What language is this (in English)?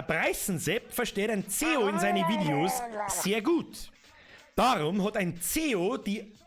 Bavarian